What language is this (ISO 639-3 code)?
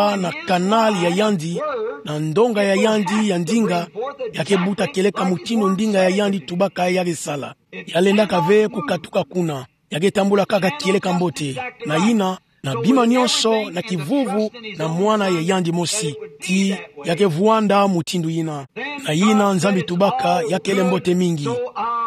ktu